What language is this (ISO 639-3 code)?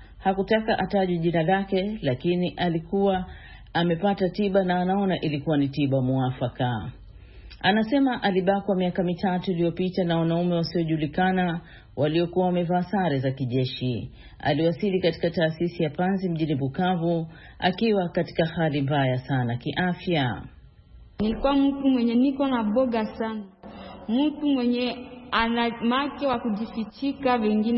swa